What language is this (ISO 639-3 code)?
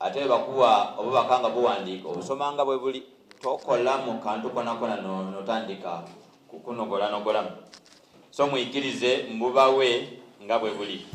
xog